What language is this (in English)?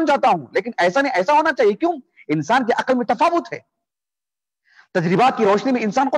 Urdu